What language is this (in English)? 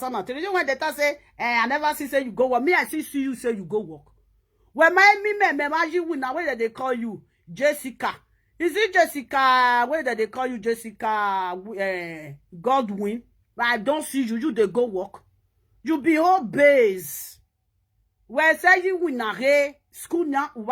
Nigerian Pidgin